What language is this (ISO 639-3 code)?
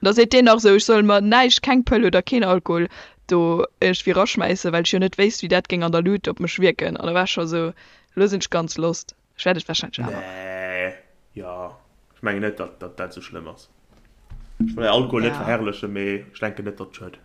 ltz